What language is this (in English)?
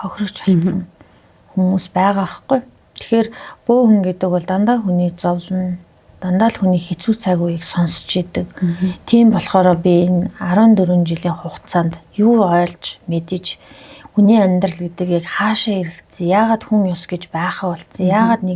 Mongolian